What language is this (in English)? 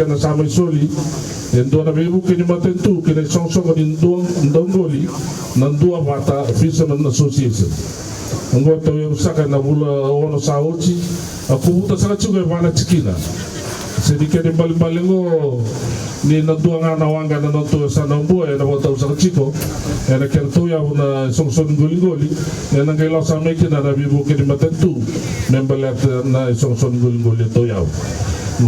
Fijian